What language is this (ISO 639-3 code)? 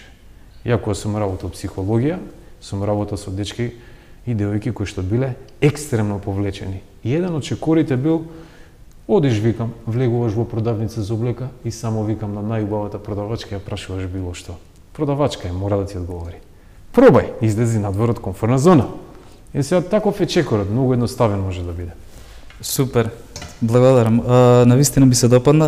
mkd